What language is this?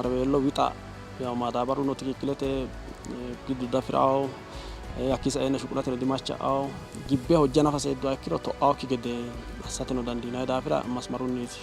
Sidamo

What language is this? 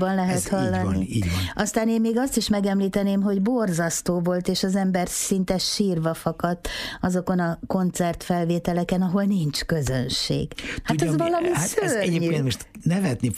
Hungarian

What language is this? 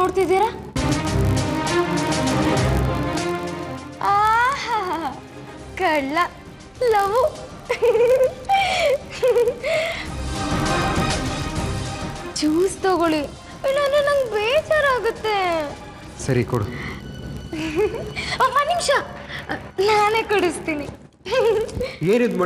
Kannada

